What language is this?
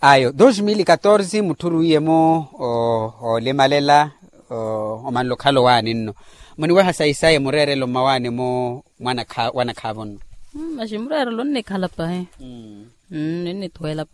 Makhuwa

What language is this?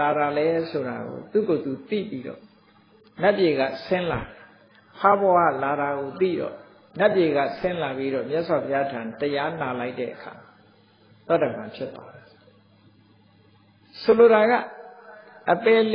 Burmese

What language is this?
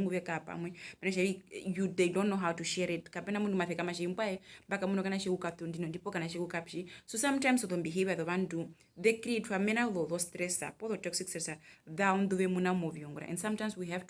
Herero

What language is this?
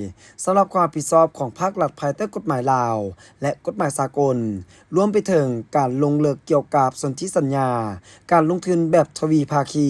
Lao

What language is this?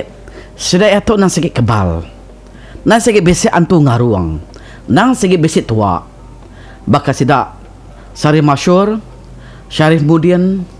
Iban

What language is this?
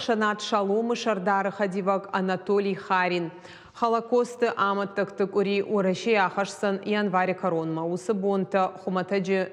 Ossetic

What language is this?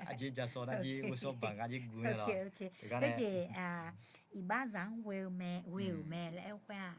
Akha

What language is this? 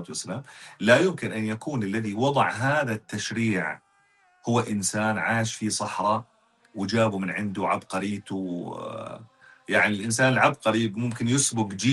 North Levantine Arabic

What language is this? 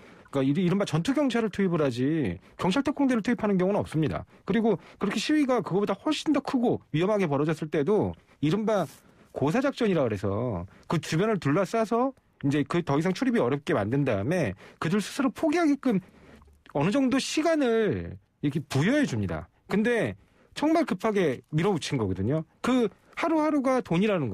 Korean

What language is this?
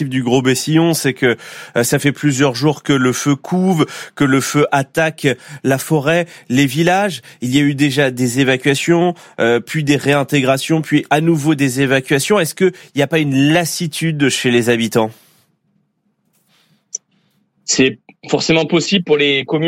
French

